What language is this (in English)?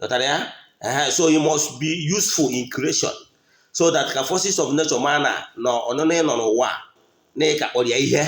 Igbo